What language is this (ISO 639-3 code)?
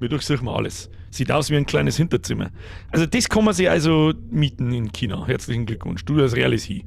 bar